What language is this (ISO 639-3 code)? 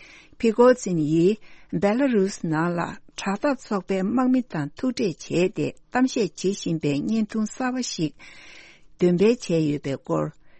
bod